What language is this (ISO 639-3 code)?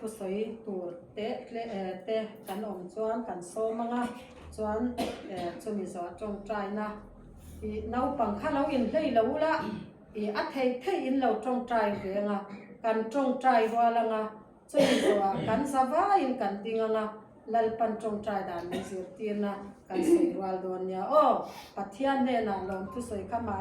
lus